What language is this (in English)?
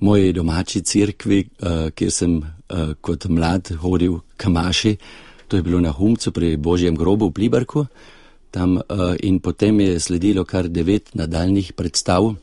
Slovenian